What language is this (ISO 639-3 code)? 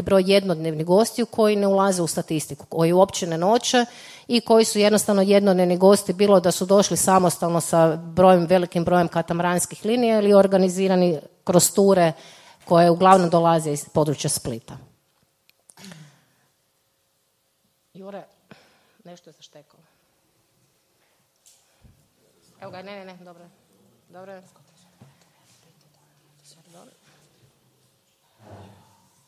hrv